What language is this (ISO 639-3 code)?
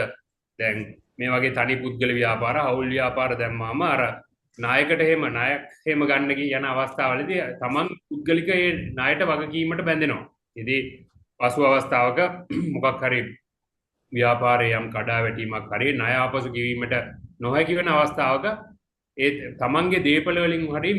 sin